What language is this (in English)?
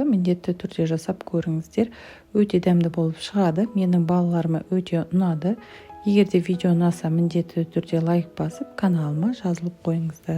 Kazakh